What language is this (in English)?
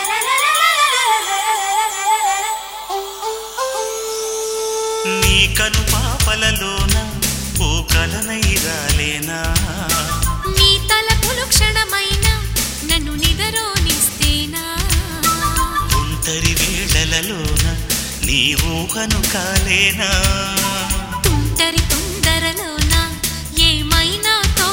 Telugu